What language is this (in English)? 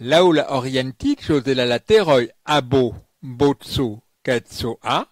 Esperanto